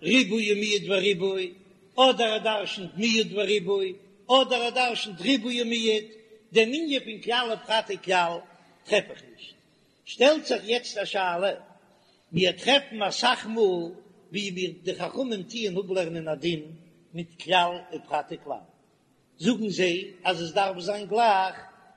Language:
Yiddish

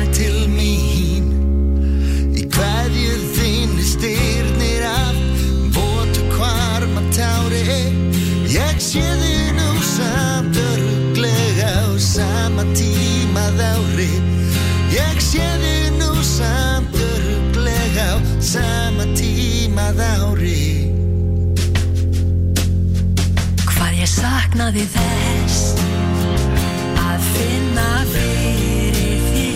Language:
Icelandic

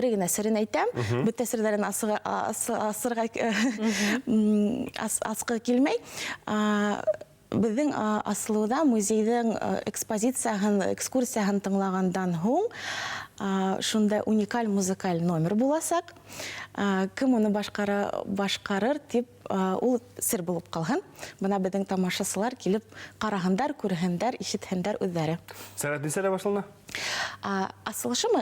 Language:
Bashkir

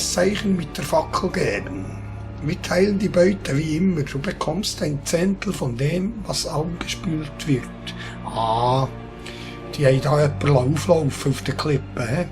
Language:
Swiss German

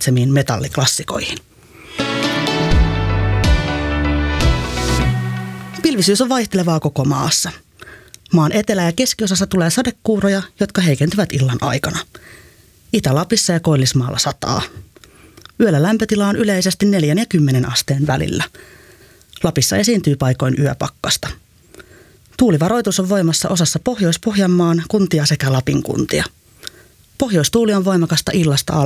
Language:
Finnish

